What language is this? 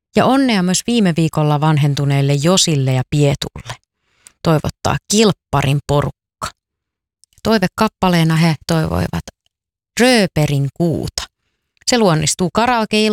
Finnish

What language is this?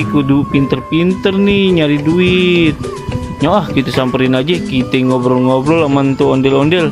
Betawi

